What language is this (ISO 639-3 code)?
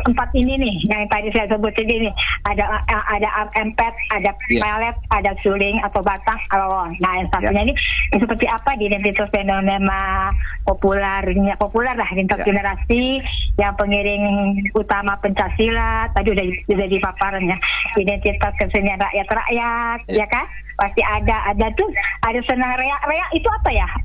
ind